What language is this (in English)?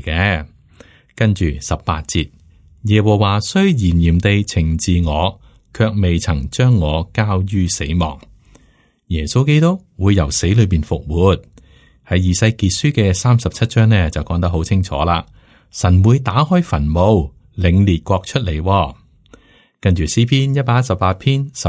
Cantonese